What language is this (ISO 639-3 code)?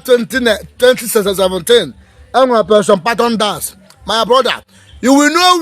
ibo